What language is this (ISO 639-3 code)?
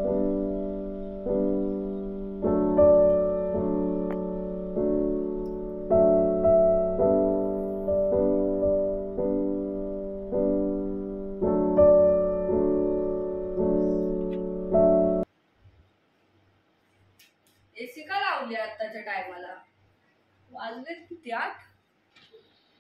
mar